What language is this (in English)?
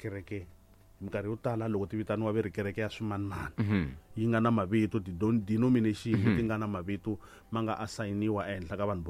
Tsonga